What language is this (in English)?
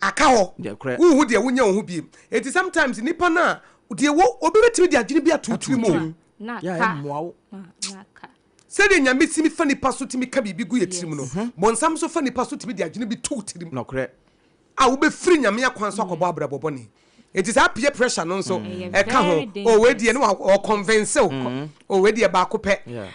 Akan